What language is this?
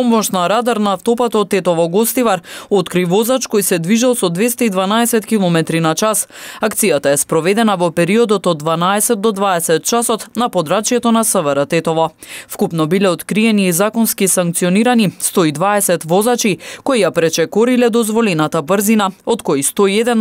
Macedonian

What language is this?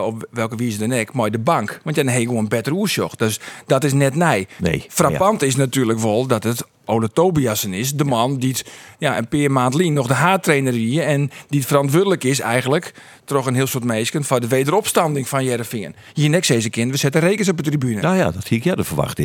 Western Frisian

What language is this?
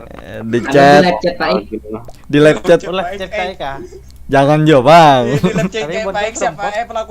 Banjar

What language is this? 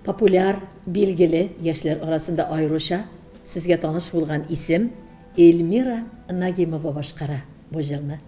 Tatar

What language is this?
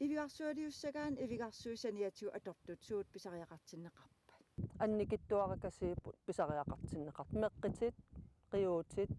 Kalaallisut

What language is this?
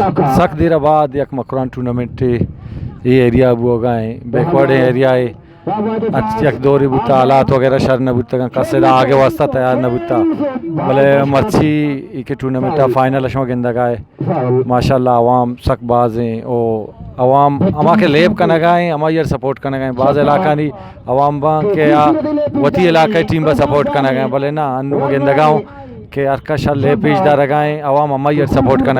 Eastern Balochi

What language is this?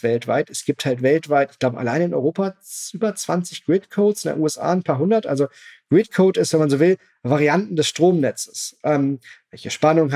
German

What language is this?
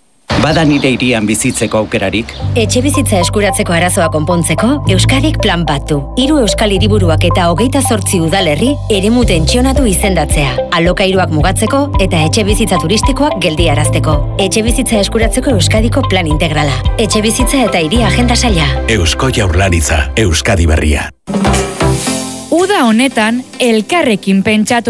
Basque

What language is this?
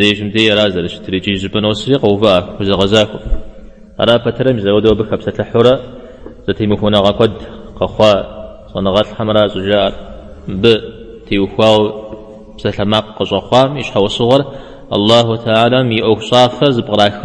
Kabardian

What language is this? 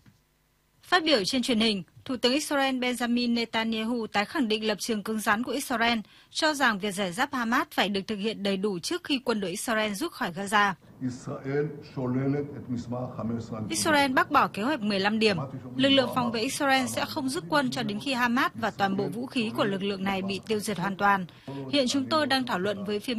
Vietnamese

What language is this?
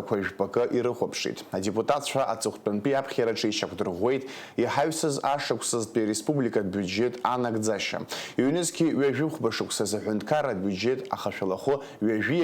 Abkhazian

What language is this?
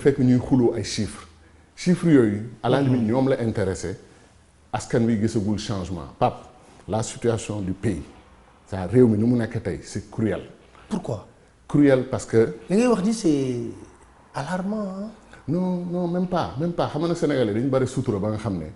Wolof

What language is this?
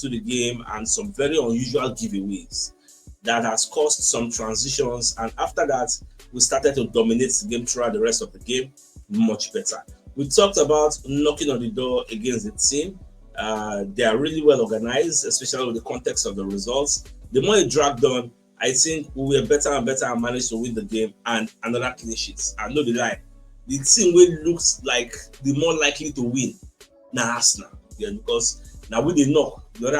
Nigerian Pidgin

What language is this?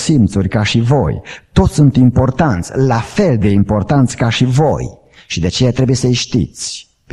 Romanian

